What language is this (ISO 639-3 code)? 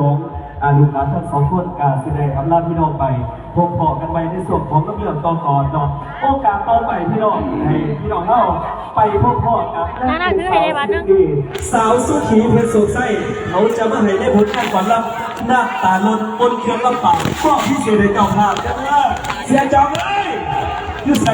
lao